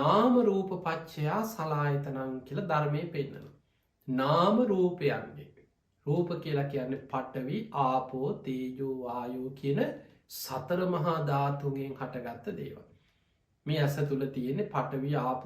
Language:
Sinhala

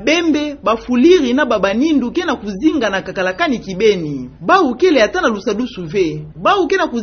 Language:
Kituba (Democratic Republic of Congo)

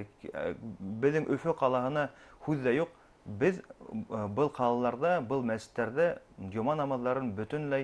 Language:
Bashkir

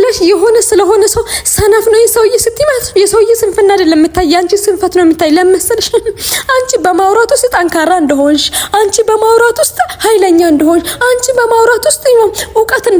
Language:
Amharic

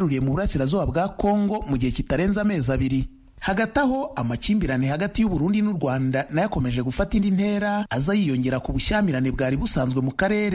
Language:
Kinyarwanda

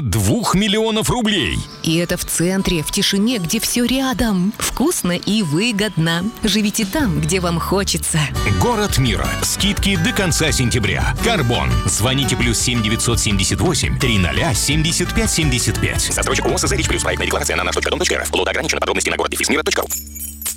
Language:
Russian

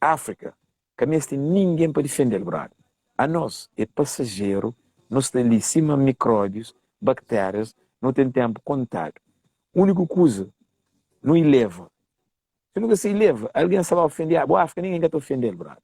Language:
Kabuverdianu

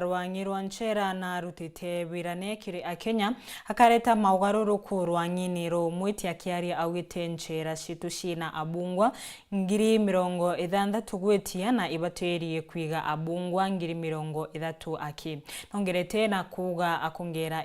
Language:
Meru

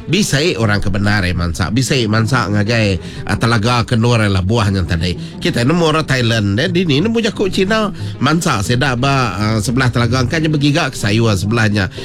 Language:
Iban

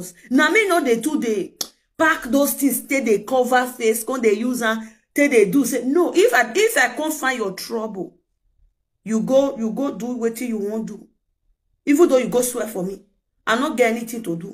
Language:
Nigerian Pidgin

